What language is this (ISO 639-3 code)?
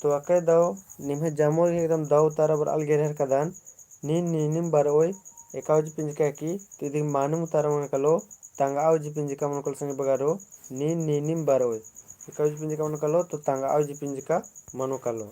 kru